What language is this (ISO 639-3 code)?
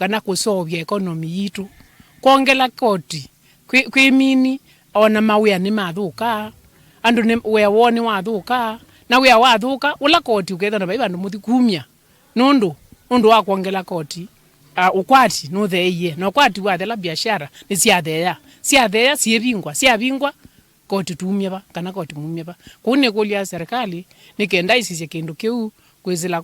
kam